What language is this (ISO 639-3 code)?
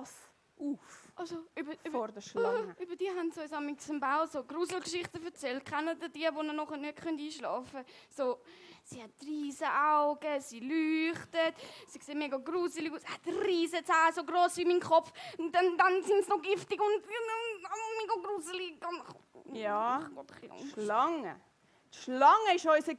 gsw